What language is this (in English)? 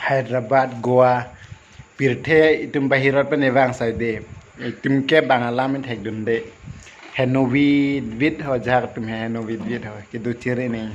Karbi